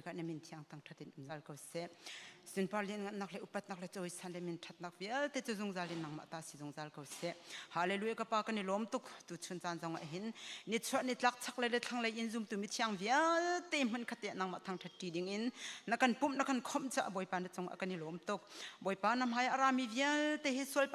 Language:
Hakha Chin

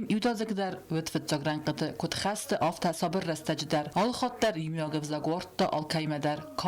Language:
Ossetic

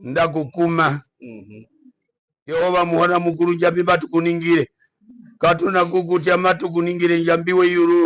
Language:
Herero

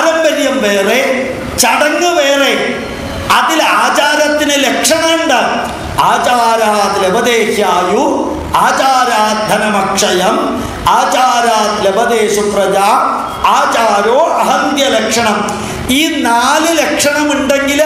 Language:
Malayalam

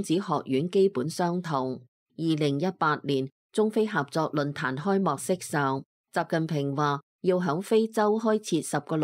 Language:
Cantonese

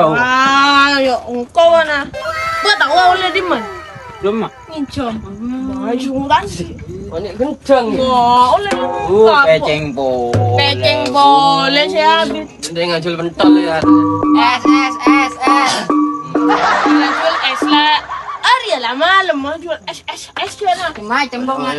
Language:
Madurese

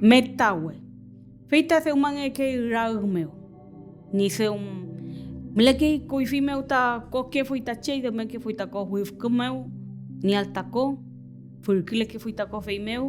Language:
Mapuche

